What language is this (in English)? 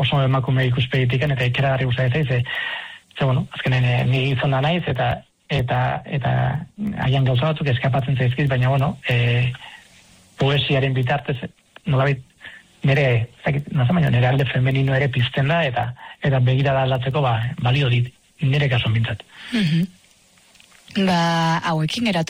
Basque